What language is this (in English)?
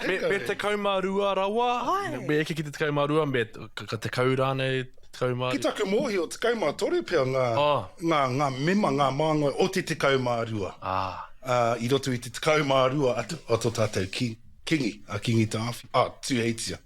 Māori